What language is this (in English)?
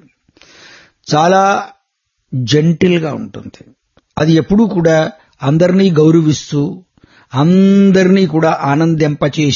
Telugu